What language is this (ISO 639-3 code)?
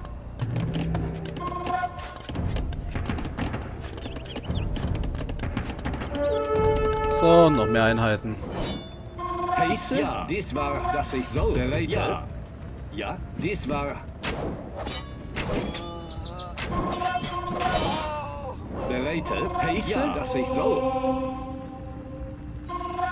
deu